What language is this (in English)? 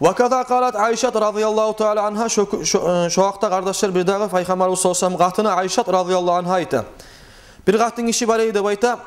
Kumyk